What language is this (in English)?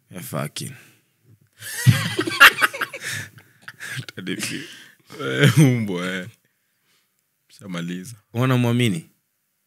Swahili